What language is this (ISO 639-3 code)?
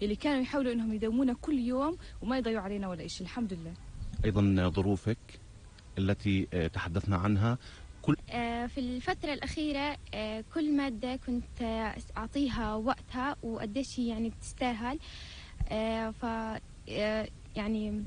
apc